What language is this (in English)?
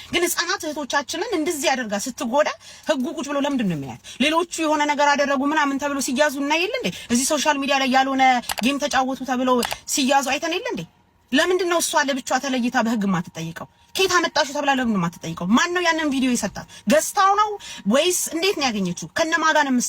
Amharic